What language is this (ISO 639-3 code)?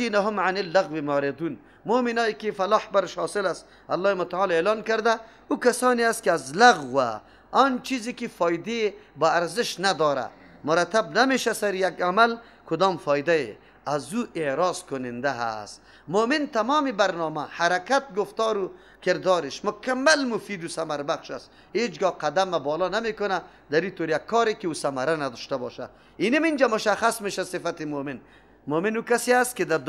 fas